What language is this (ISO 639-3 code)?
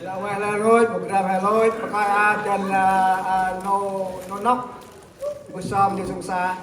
cmo